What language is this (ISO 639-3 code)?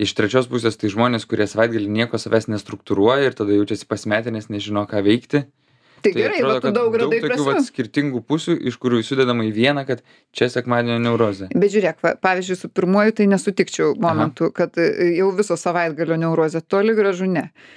lit